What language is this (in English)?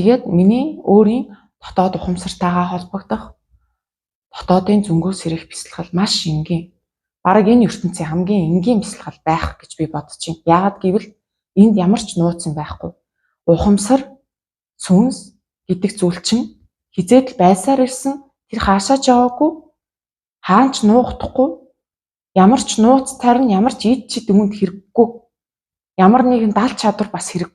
Mongolian